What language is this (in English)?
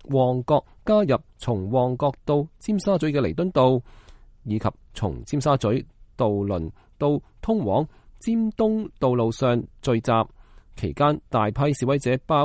Cantonese